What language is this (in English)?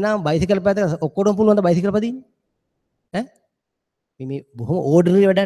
Sinhala